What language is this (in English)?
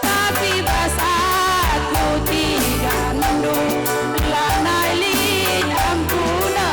Batak Karo